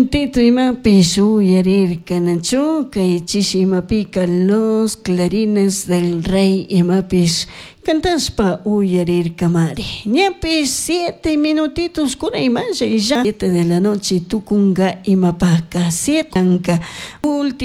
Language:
Chimborazo Highland Quichua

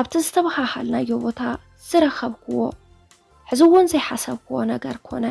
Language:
Tigrinya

